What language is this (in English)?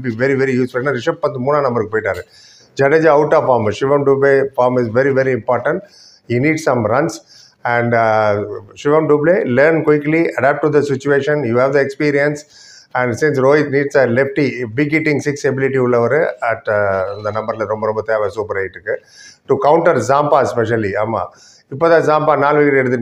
Tamil